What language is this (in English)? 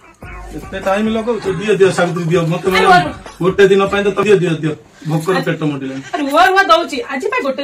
Odia